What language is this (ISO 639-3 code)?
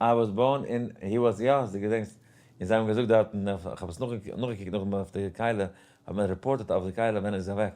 yid